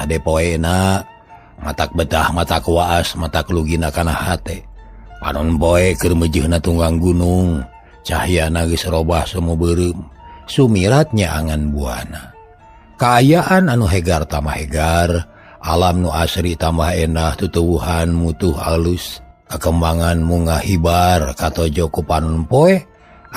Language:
Sundanese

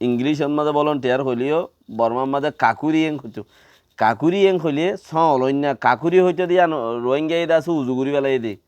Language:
Rohingya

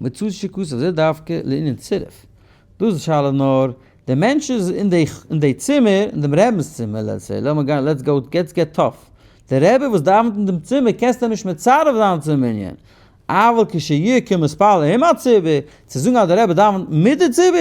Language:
Yiddish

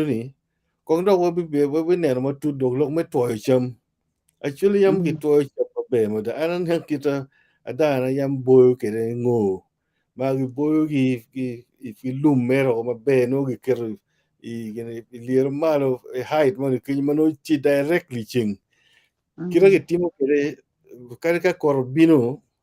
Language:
Acoli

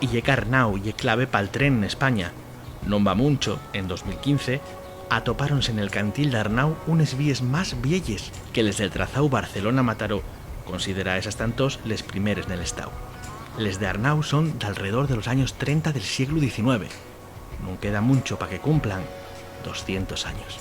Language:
Asturian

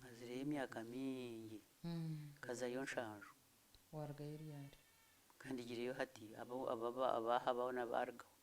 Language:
Nyankole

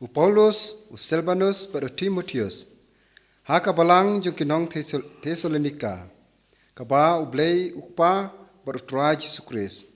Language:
Khasi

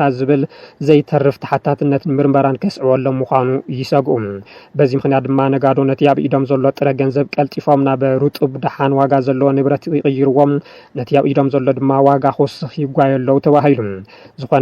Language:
Tigrinya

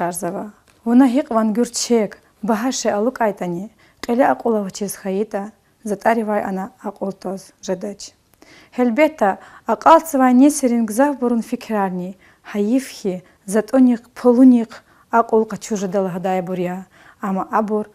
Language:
Lezghian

